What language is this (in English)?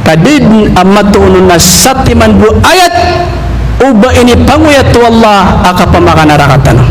Maranao